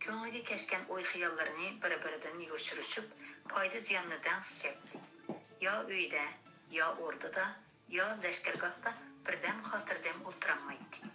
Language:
Uyghur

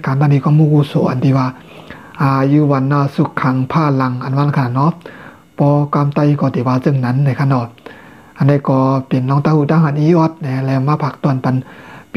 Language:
Shan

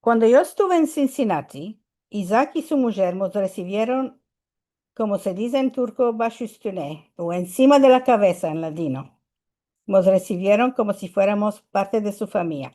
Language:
Ladino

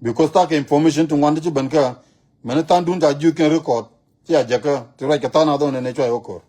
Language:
Nuer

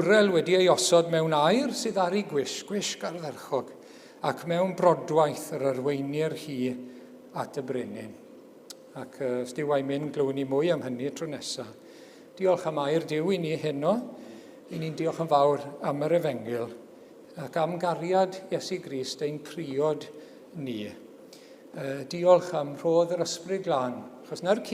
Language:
Welsh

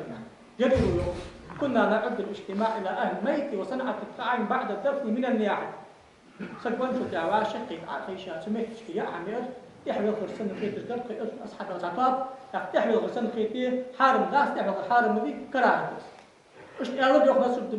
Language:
Ingush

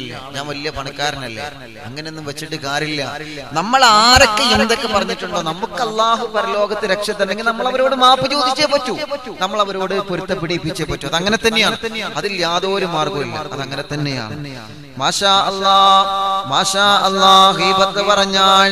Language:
Malayalam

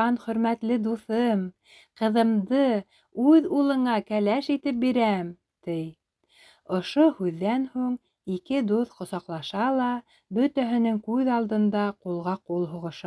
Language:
Bashkir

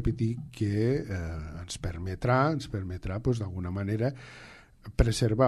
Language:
Catalan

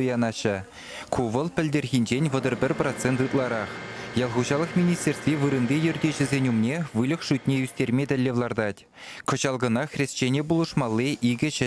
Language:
Chuvash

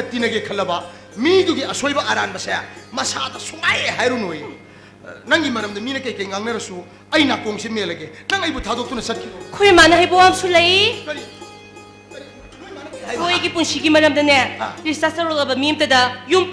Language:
Manipuri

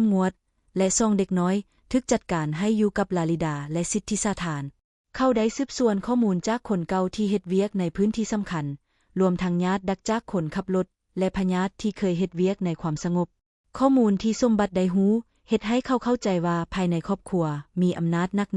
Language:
Lao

